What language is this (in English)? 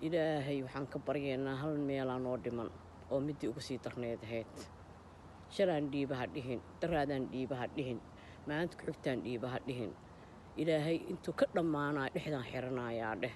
Somali